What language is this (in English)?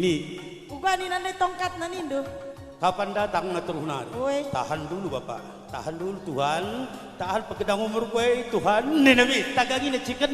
Batak Karo